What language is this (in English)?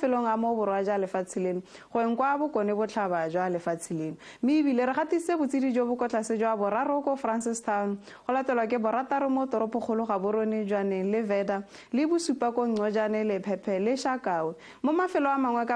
Tswana